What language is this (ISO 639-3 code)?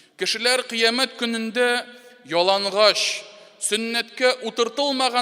tat